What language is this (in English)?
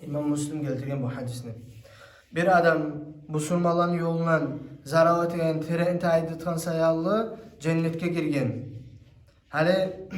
Kumyk